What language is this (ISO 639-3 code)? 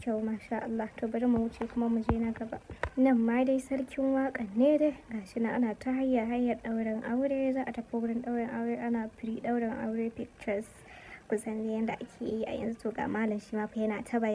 hau